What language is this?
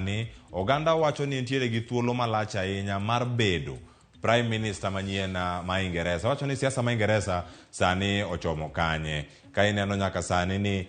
Luo (Kenya and Tanzania)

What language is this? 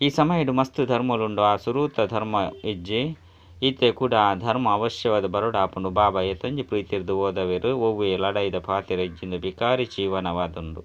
Tulu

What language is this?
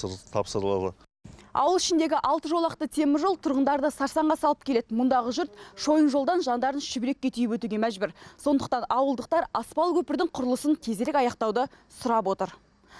Kazakh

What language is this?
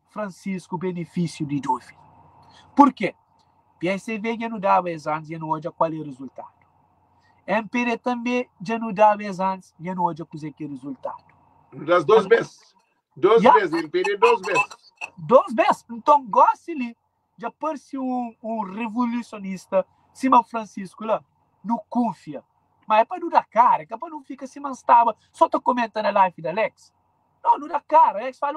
Kabuverdianu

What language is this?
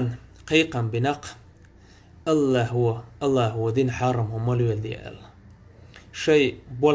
Chechen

